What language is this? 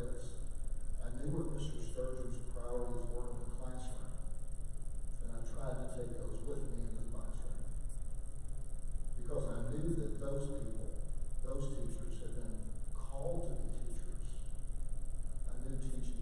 English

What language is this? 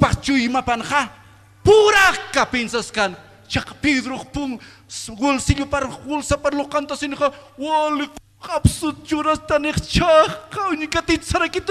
Aymara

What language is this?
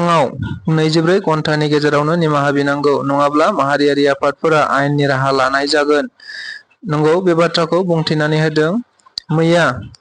Bodo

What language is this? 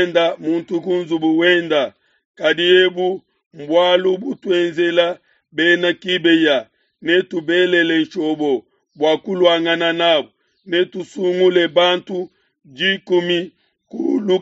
Luba-Lulua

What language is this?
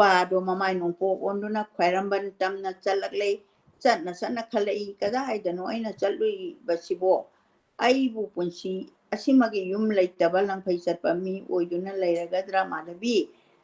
Manipuri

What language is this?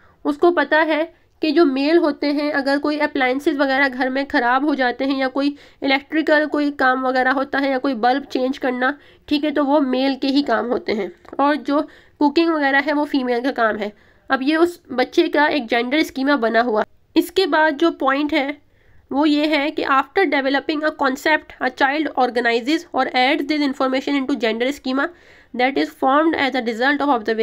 Hindi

